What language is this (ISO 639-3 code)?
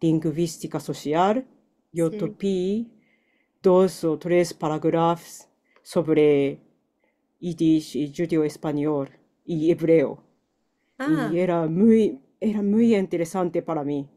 lad